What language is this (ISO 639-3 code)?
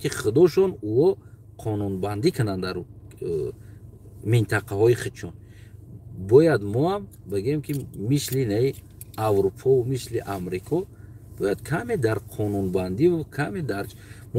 tgk